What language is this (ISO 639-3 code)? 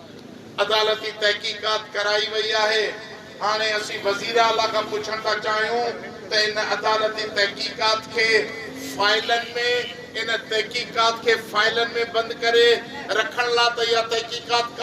snd